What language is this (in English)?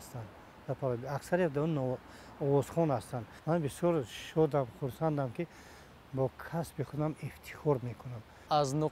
Tajik